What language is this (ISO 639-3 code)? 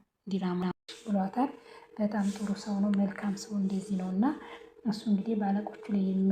amh